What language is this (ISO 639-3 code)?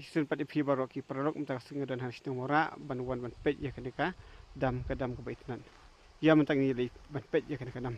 kha